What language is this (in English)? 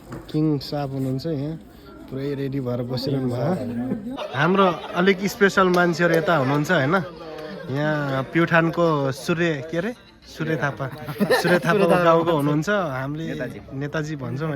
Nepali